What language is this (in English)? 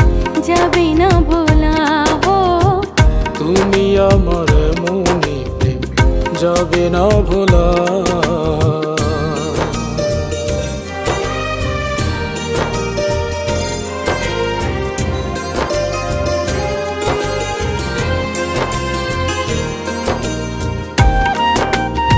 Bangla